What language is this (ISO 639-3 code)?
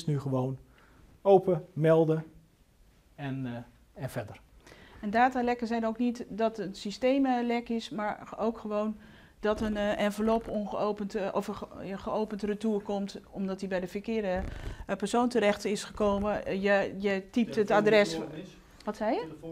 nld